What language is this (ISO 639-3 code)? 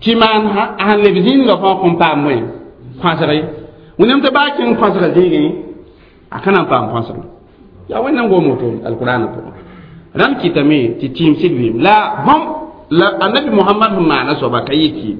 mos